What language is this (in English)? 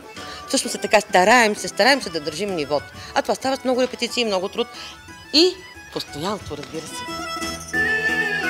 Bulgarian